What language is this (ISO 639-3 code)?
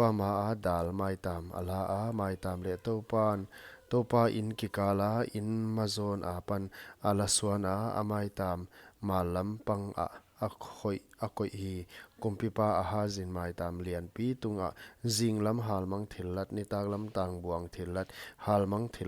pck